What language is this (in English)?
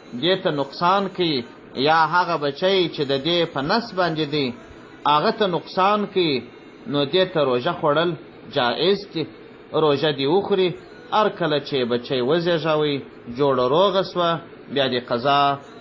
Pashto